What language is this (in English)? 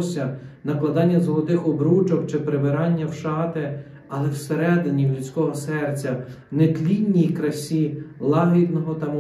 Ukrainian